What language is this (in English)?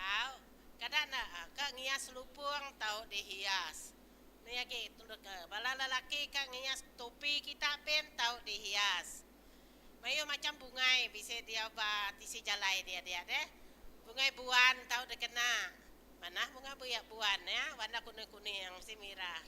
Iban